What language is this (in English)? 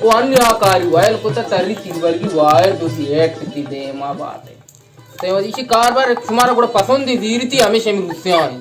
Baluchi